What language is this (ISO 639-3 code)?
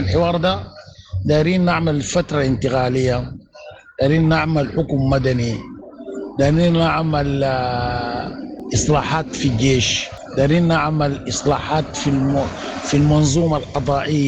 apd